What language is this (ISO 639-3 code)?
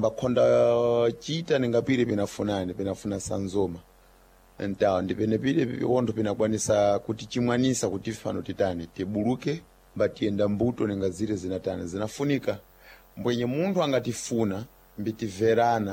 seh